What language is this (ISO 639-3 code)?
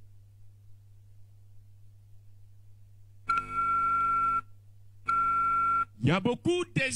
fra